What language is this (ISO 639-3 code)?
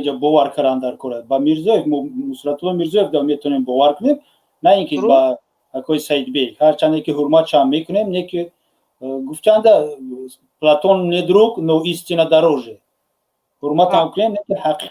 tgk